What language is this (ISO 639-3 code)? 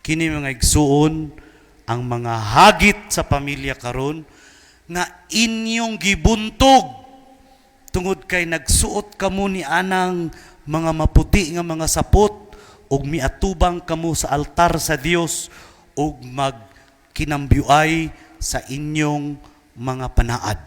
ceb